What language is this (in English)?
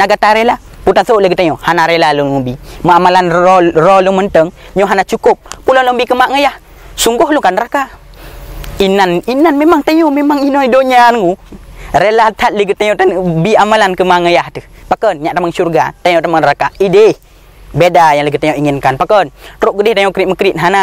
Achinese